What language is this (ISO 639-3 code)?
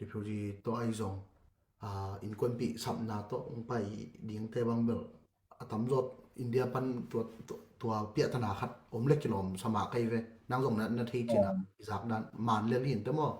ctd